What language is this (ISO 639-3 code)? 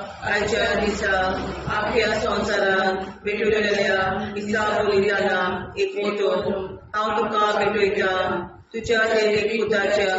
kok